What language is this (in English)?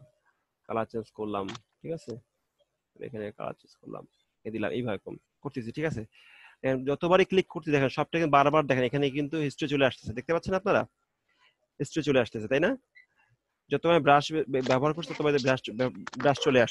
Bangla